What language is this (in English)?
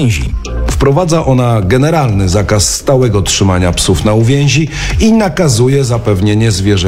Polish